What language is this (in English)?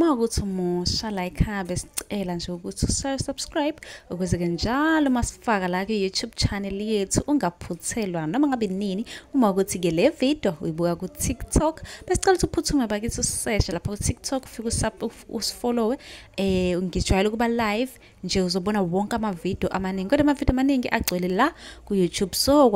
Zulu